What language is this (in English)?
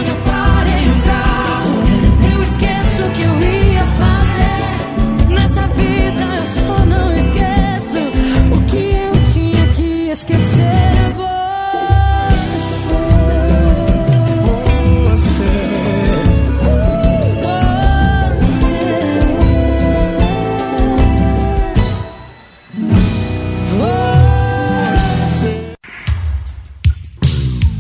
Portuguese